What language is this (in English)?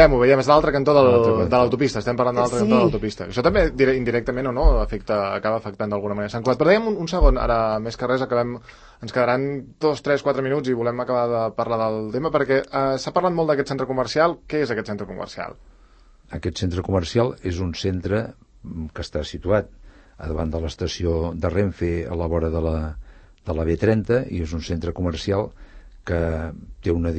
Catalan